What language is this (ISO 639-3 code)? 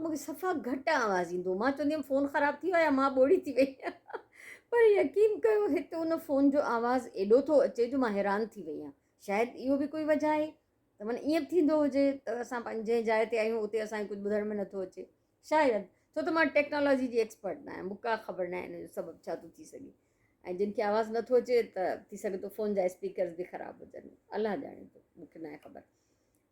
snd